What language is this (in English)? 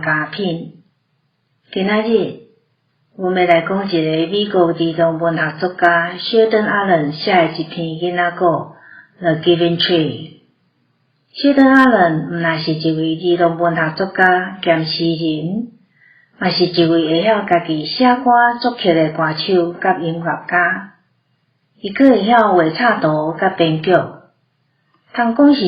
Min Nan Chinese